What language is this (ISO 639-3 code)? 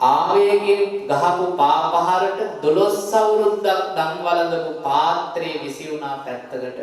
sin